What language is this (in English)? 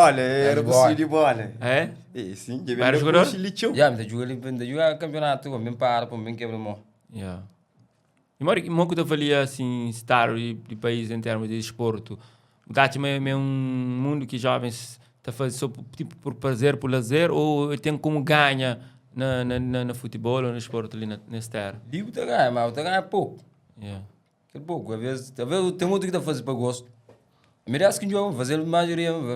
Kabuverdianu